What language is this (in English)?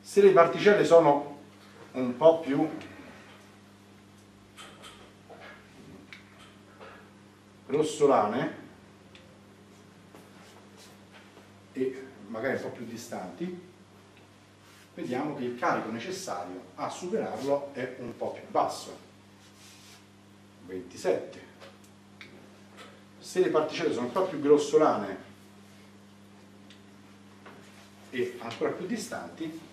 Italian